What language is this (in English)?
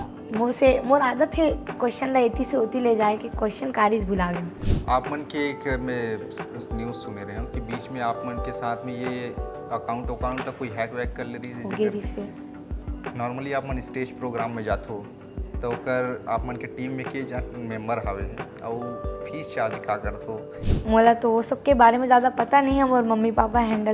Chhattisgarhi